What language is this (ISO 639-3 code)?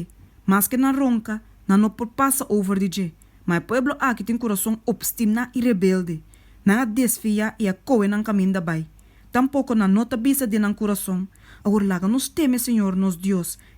pap